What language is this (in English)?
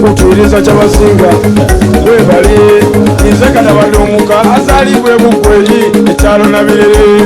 Soga